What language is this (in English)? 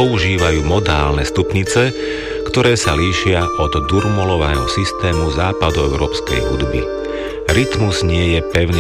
Slovak